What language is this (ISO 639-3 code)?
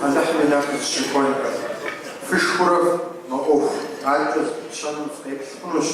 kbd